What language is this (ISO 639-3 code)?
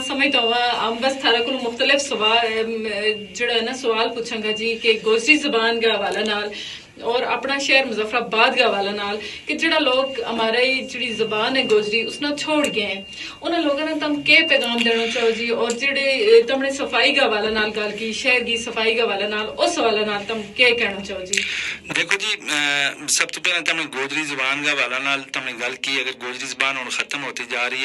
gju